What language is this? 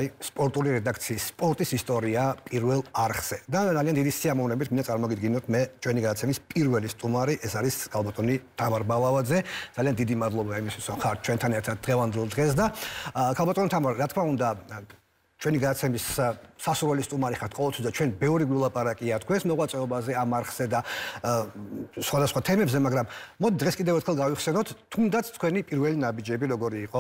Georgian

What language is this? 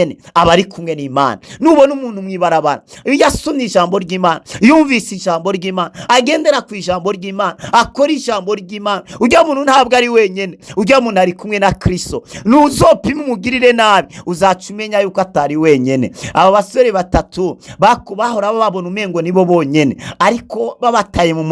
Rundi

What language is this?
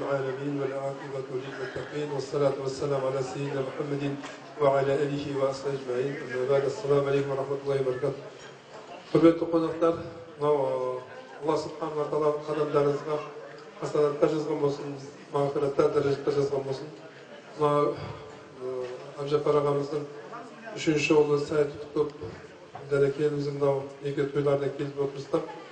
Kazakh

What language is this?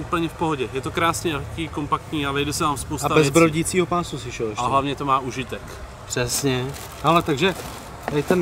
Czech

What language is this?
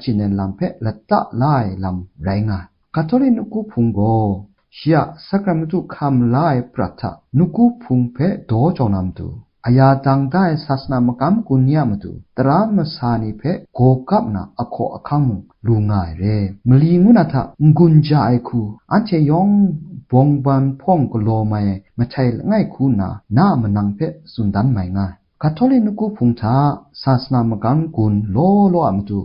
Kachin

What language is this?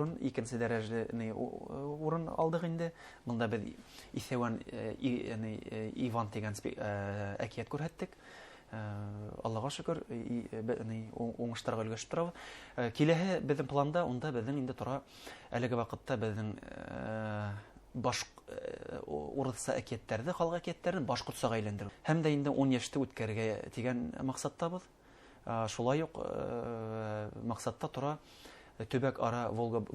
Bashkir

